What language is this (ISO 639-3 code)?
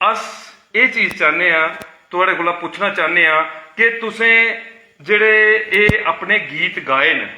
doi